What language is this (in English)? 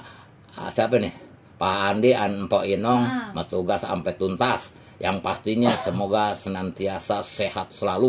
Betawi